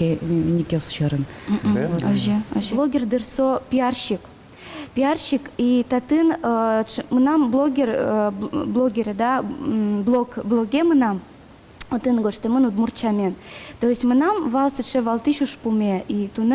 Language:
Udmurt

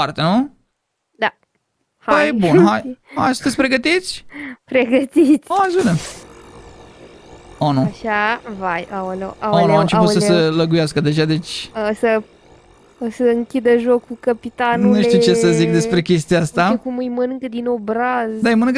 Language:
Romanian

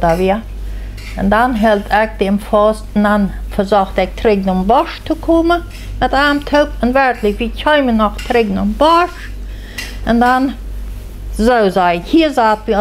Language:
Plautdietsch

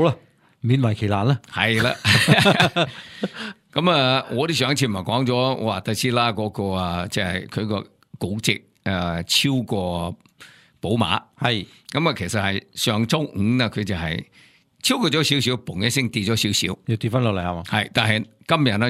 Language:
Cantonese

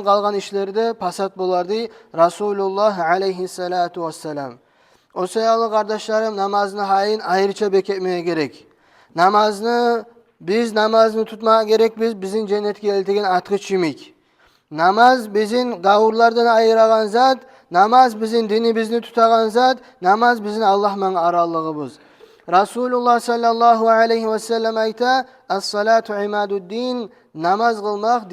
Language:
Kumyk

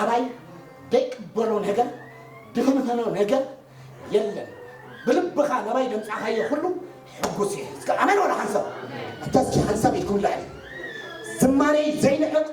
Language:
Tigrinya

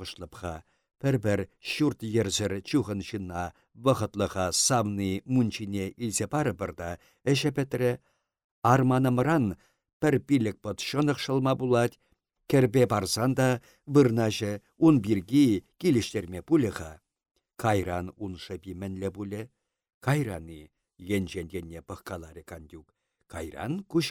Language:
Chuvash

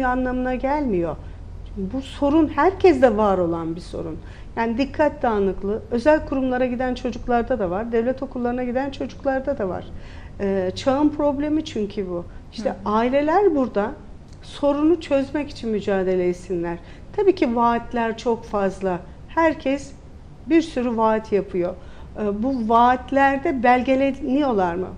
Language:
Turkish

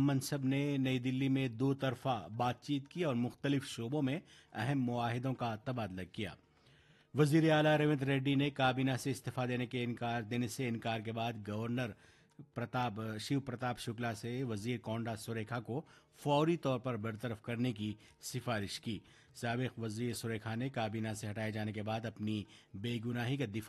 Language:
Urdu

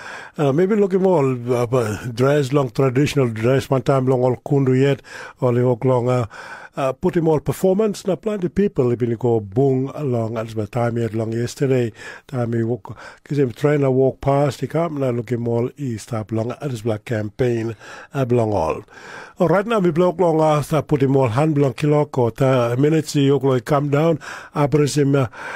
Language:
Tok Pisin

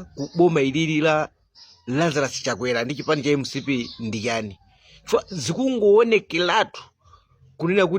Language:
Nyanja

